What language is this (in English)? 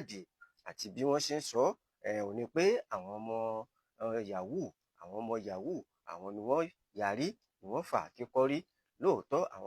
Yoruba